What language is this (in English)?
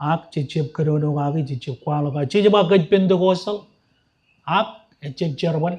Marshallese